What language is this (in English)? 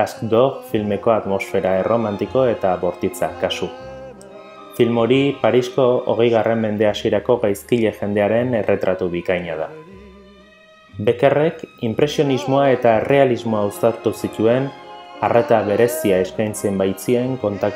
Basque